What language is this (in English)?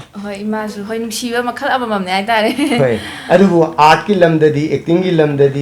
Manipuri